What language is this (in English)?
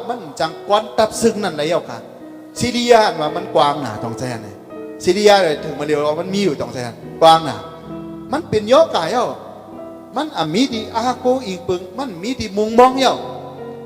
Shan